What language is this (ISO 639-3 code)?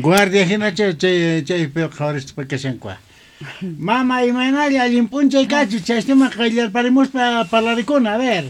quh